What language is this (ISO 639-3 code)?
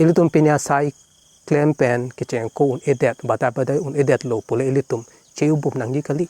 mjw